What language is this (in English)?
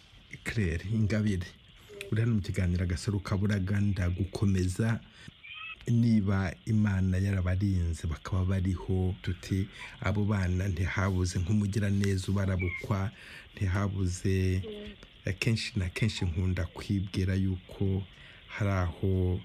Kinyarwanda